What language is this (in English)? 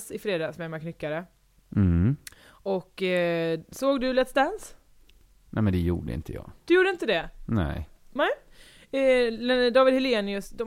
Swedish